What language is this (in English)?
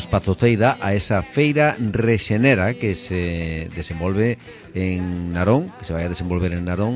Galician